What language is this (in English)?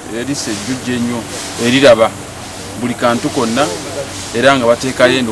Ganda